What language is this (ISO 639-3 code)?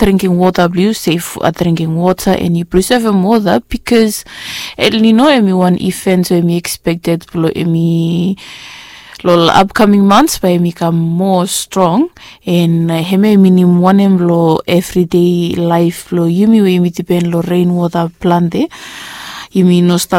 bis